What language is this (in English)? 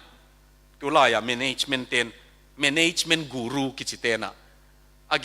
Tedim Chin